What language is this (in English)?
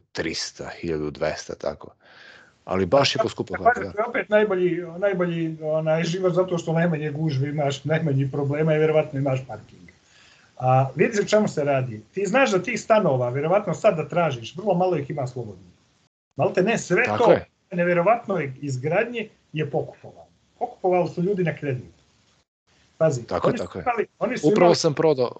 Serbian